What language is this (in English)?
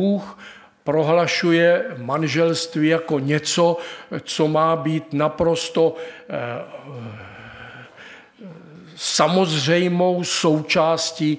Czech